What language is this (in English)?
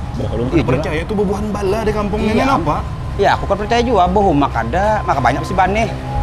Banjar